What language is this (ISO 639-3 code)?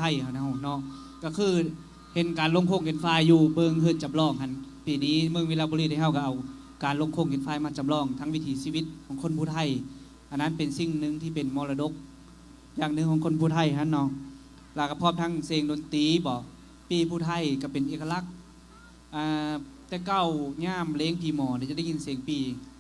lao